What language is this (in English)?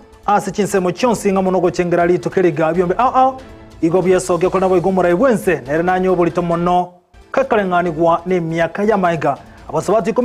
Gusii